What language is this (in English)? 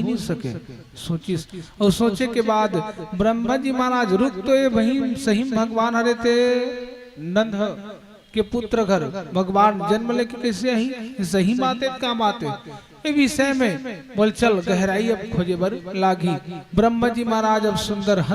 Chhattisgarhi